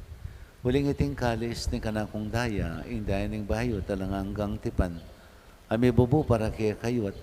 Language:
Pampanga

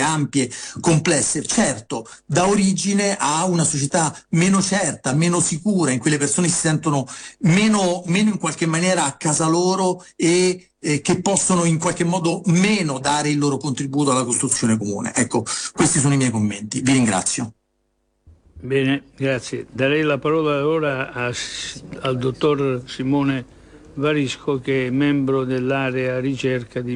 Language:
Italian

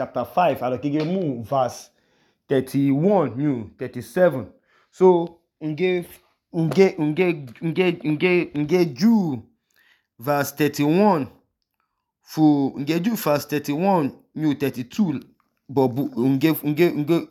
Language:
Idoma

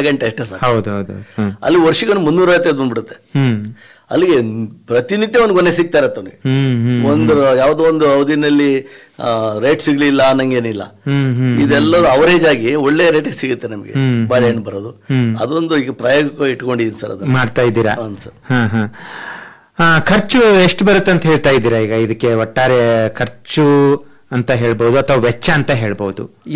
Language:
Kannada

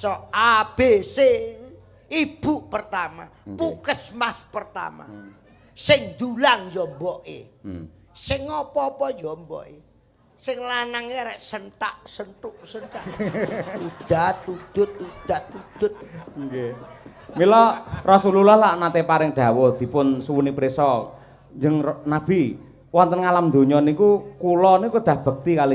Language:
Javanese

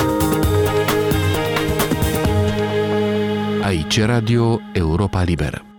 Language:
Romanian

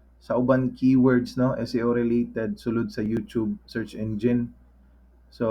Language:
Cebuano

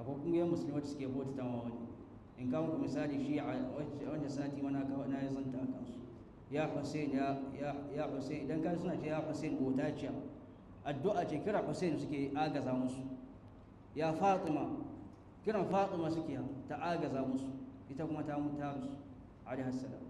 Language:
Hausa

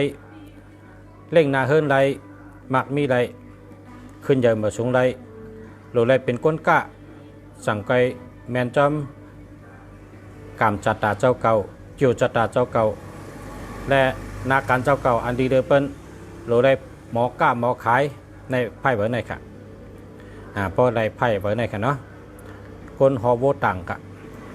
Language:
Shan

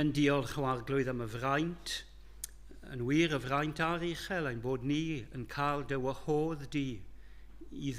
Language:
Welsh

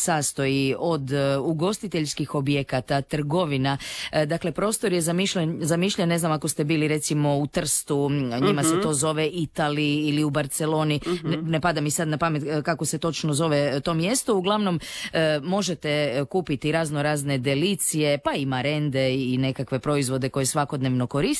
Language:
Croatian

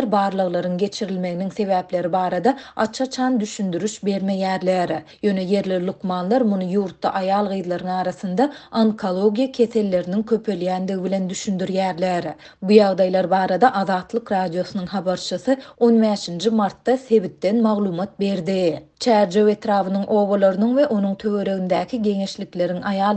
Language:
Turkmen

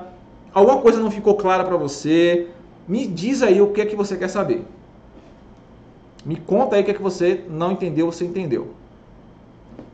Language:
Portuguese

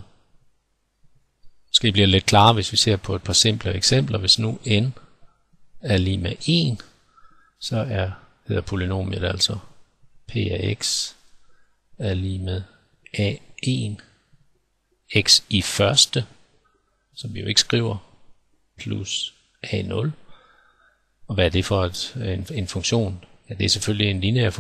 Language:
Danish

